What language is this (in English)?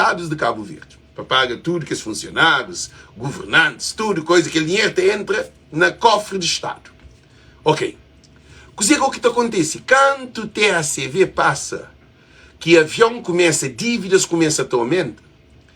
Kabuverdianu